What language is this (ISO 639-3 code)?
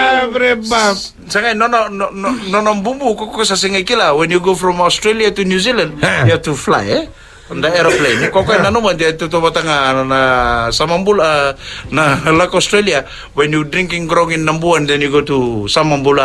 fij